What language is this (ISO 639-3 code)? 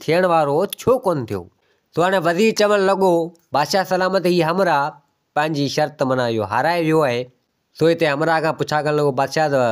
snd